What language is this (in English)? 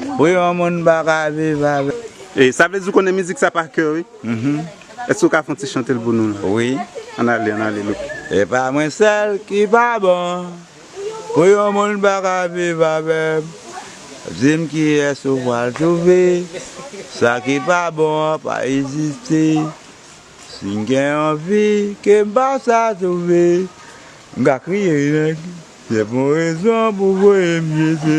Haitian Creole